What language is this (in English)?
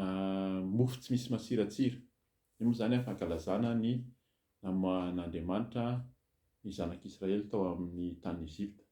Malagasy